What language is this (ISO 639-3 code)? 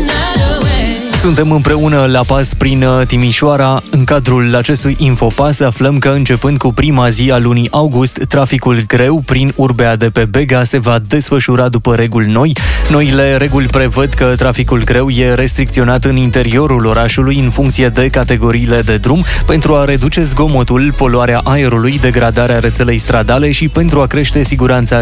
ron